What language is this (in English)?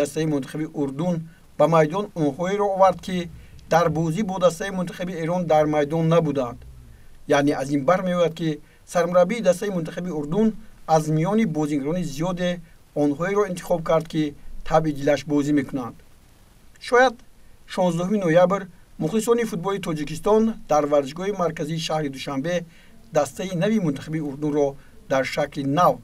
Tajik